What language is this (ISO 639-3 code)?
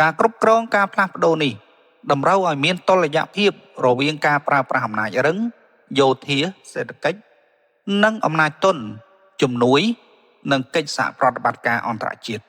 khm